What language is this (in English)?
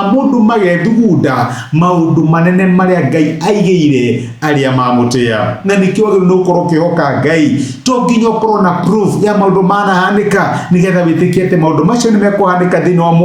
Kikuyu